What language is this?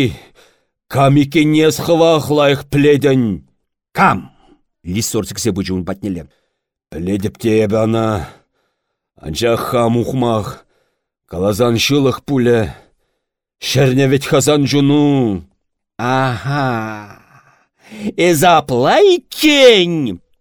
Chuvash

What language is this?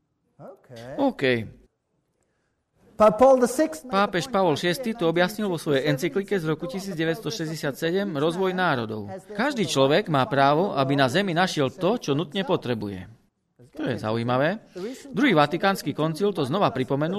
Slovak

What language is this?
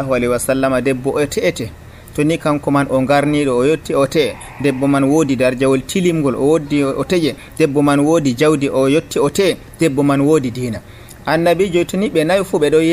Nigerian Fulfulde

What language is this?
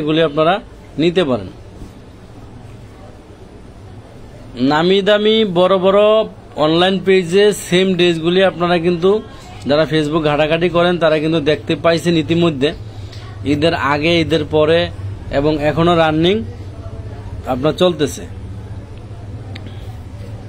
Bangla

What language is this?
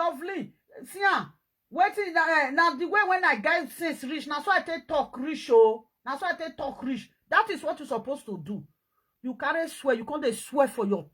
Nigerian Pidgin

